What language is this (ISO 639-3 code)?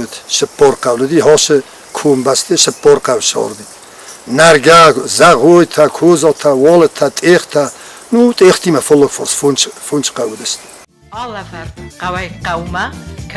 oss